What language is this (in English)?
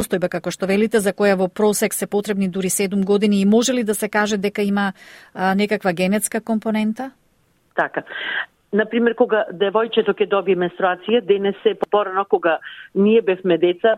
Macedonian